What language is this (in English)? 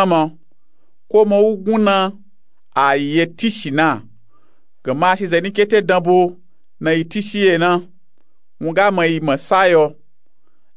Nupe-Nupe-Tako